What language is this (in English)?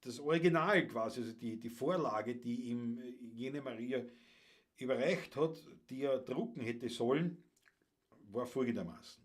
Bavarian